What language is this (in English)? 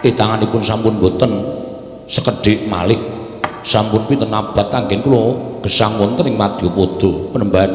Javanese